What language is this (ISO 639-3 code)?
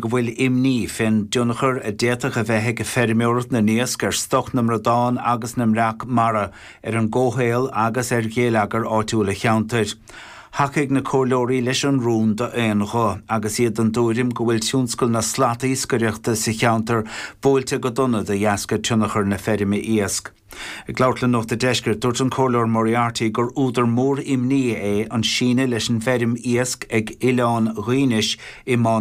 gle